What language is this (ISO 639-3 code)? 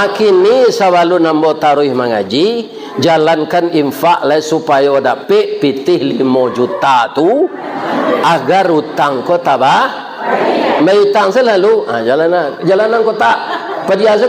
min